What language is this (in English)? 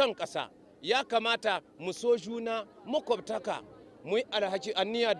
Hausa